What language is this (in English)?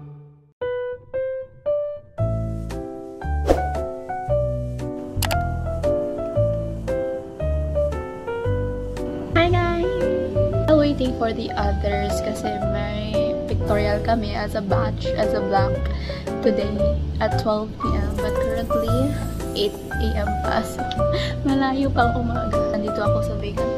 Filipino